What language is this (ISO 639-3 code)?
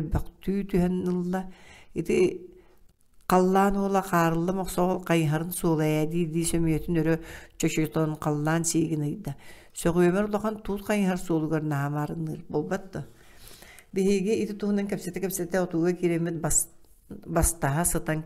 sah